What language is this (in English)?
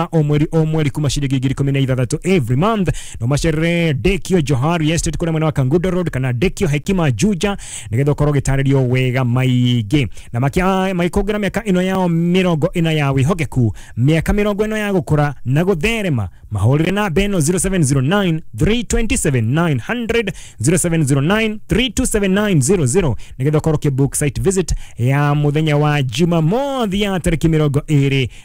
Kikuyu